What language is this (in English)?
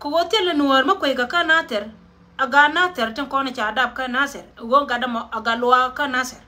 Nuer